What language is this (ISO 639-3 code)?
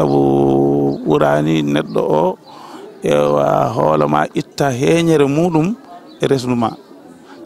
ful